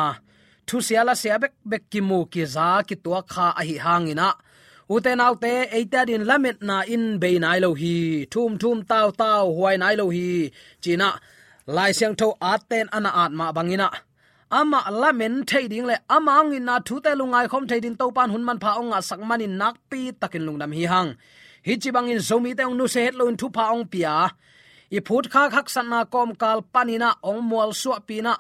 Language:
Tedim Chin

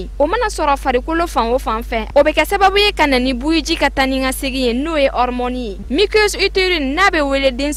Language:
Bambara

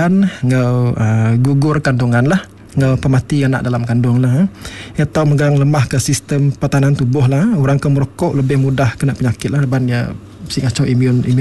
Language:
Iban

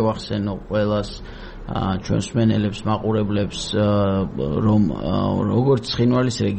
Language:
Georgian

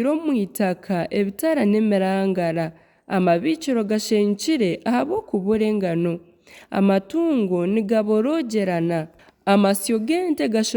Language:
Nyankole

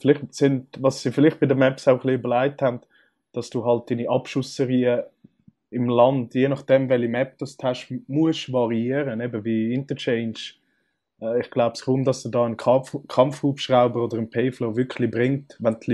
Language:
Swiss German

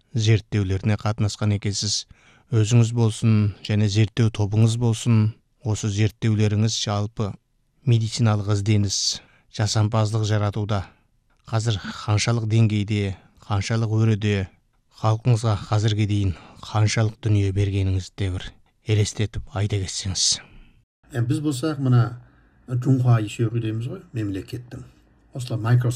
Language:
Kazakh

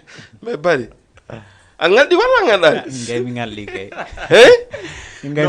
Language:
Fula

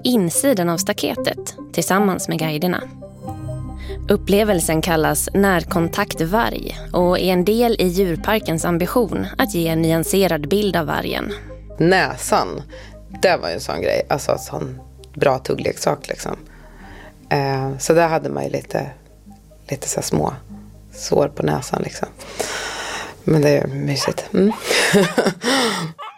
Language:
Swedish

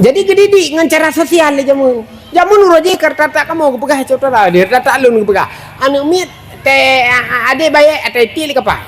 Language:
Achinese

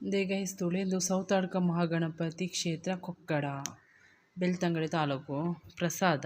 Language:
Tulu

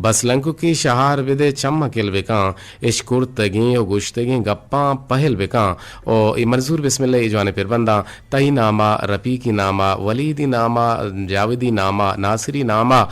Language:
Eastern Balochi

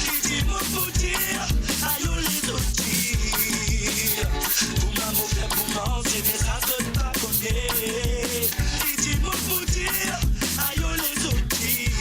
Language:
Morisyen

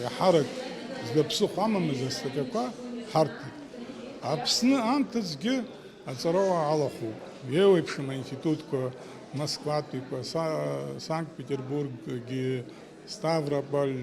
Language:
Abkhazian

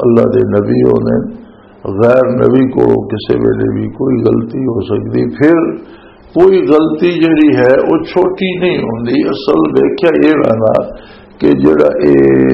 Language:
Western Panjabi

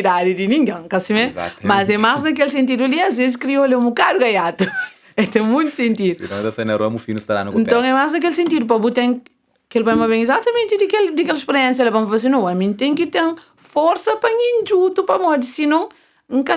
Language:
Kabuverdianu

